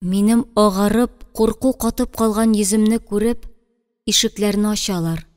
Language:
Tatar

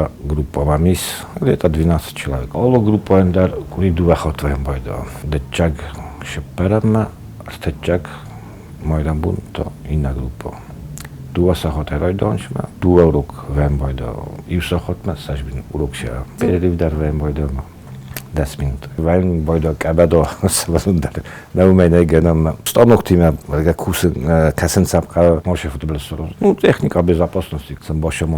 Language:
Ossetic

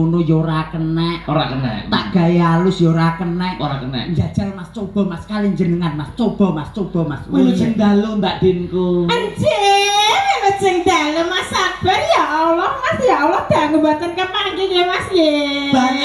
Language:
Javanese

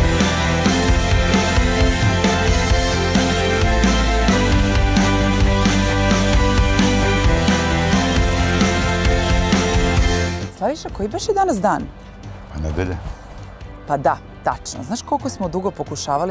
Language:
Serbian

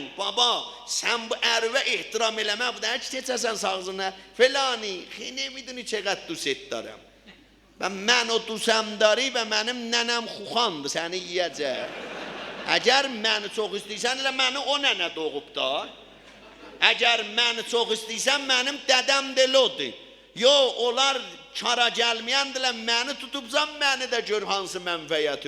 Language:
South Azerbaijani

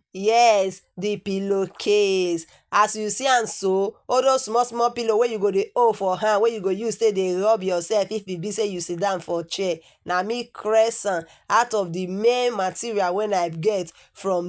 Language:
Nigerian Pidgin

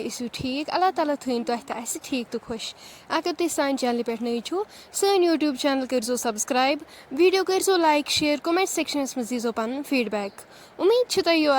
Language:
Kashmiri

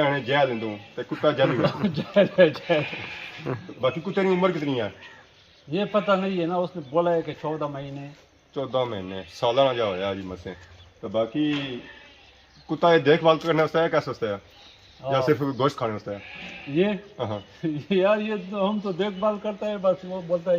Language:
Pahari-Potwari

